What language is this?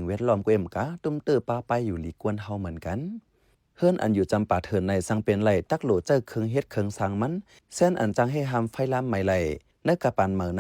Shan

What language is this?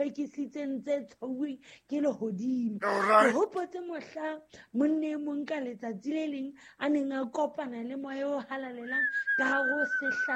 Southern Sotho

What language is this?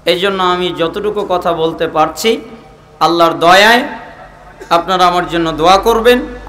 Bangla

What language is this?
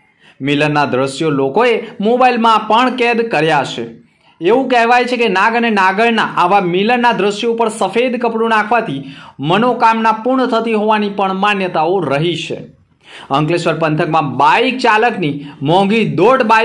Gujarati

